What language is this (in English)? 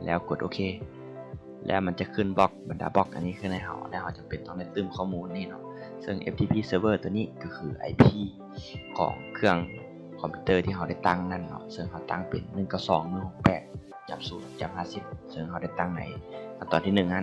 Lao